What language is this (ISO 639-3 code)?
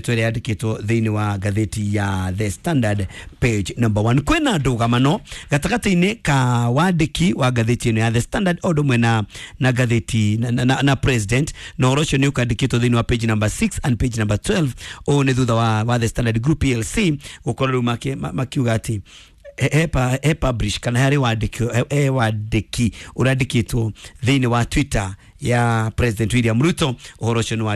kik